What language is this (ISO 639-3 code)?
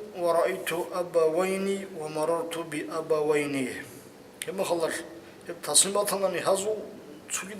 ava